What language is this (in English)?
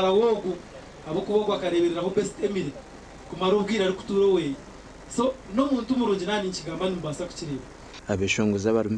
Nyankole